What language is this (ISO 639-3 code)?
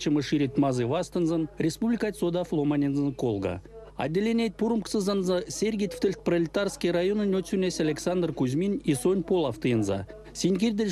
myv